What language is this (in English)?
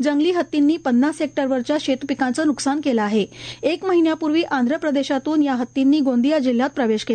Marathi